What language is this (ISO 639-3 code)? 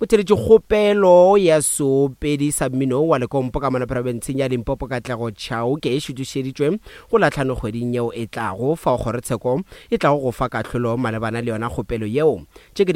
nso